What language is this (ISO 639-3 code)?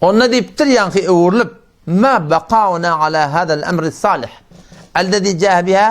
tuk